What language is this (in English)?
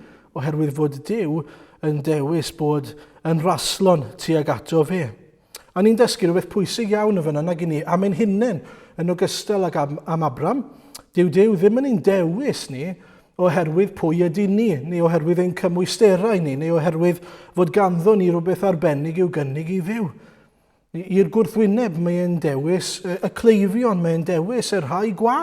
Welsh